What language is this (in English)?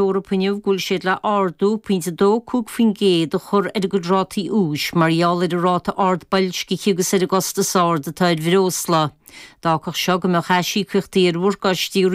Irish